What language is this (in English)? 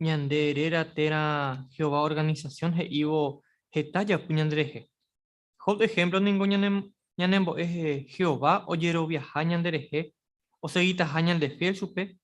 Guarani